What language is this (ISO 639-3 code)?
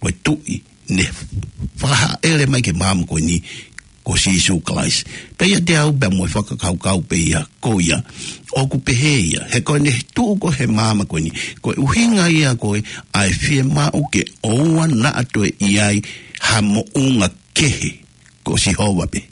ton